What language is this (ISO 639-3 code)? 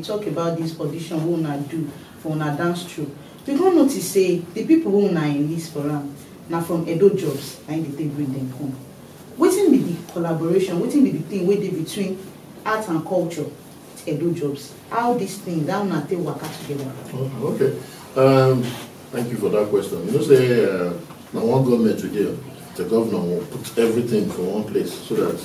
pcm